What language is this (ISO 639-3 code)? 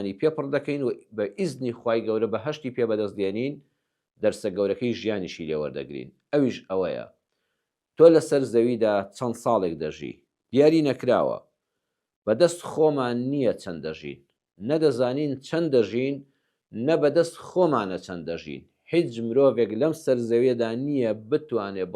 ckb